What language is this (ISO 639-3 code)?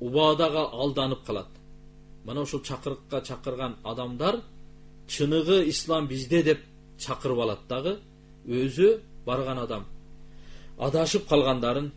kir